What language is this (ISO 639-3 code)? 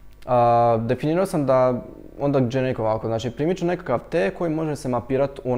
hrv